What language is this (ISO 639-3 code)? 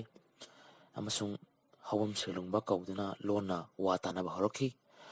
mni